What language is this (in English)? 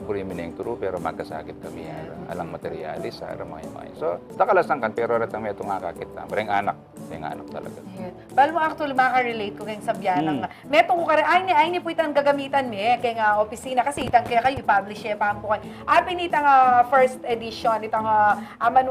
Pampanga